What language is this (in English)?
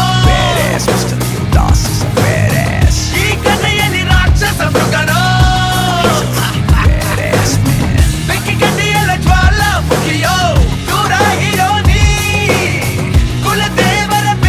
Kannada